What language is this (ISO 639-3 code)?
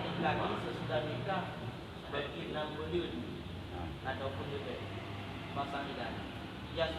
ace